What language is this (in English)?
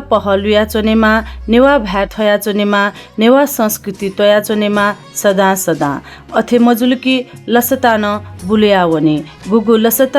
Newari